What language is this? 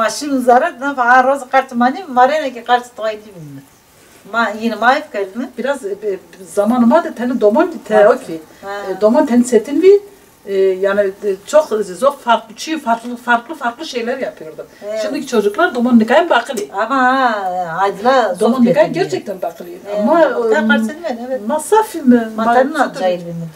Zaza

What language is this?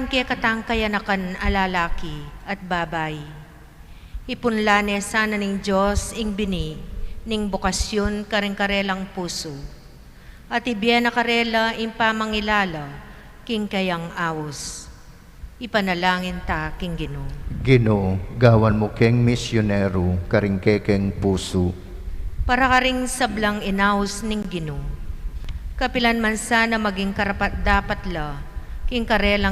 Pampanga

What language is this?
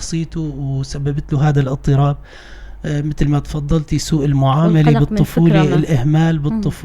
North Levantine Arabic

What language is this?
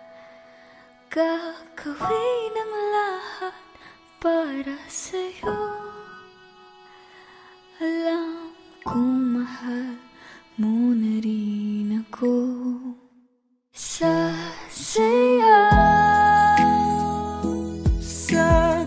Filipino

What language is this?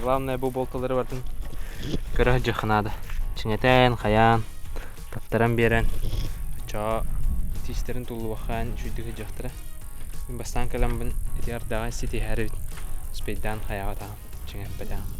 Yakut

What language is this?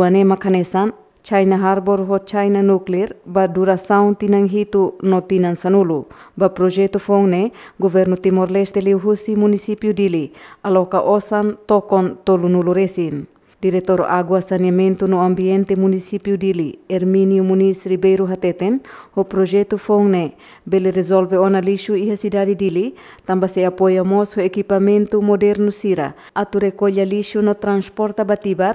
Tetum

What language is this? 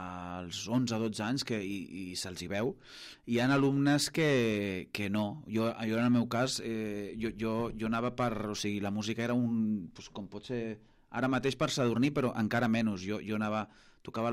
Catalan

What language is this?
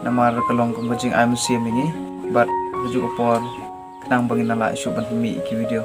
Khasi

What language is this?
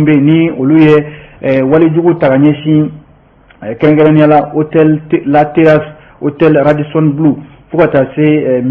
Bambara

